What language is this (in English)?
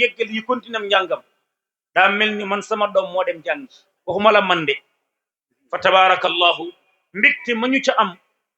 Wolof